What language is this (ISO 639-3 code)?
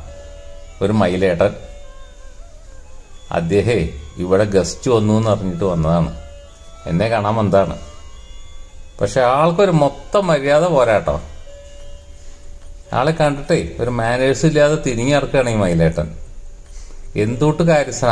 mal